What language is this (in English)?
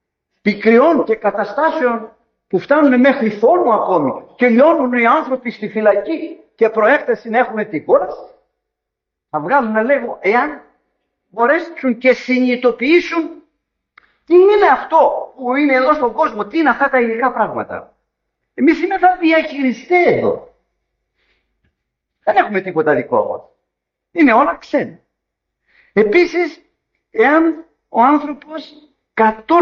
Greek